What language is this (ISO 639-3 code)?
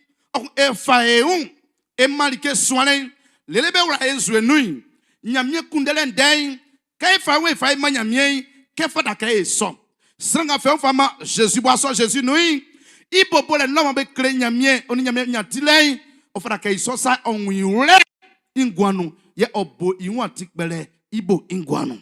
bci